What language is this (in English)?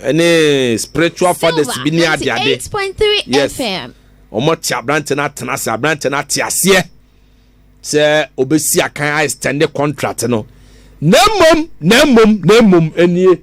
Akan